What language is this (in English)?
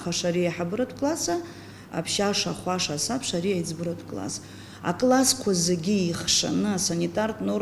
Abkhazian